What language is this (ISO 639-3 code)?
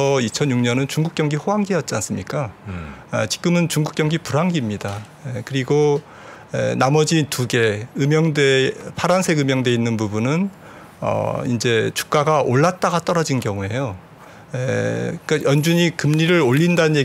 kor